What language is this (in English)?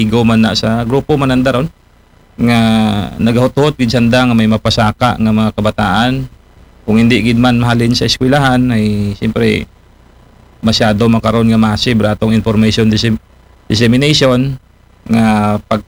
Aklanon